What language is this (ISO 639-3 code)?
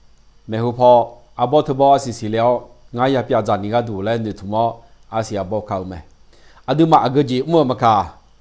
ahk